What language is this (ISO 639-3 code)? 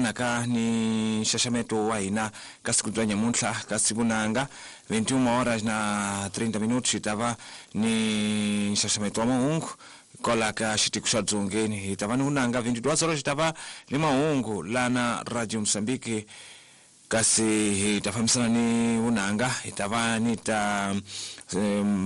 tso